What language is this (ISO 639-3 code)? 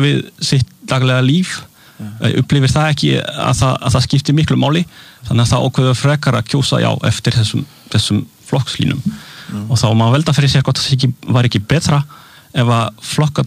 isl